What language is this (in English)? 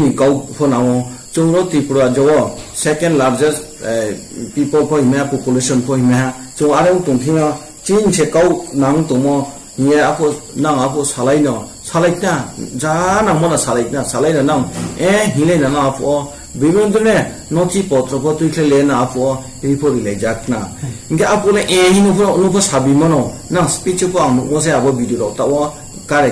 Riang (India)